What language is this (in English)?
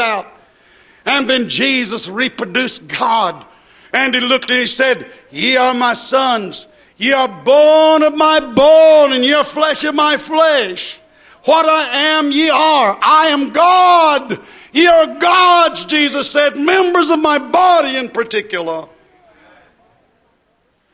English